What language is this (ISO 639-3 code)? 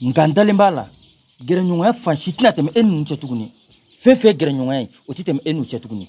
bam